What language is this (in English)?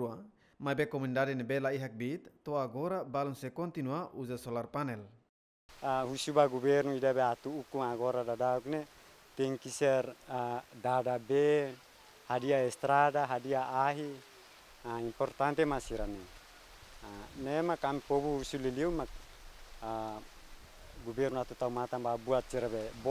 Tetum